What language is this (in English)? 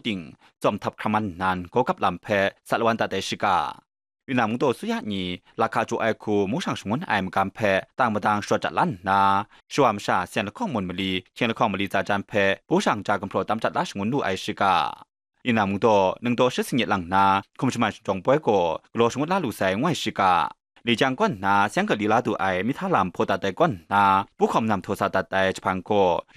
Kachin